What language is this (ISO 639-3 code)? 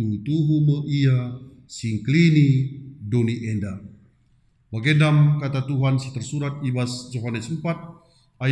btx